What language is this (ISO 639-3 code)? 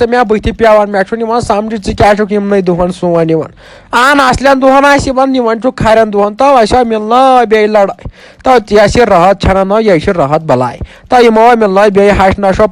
kas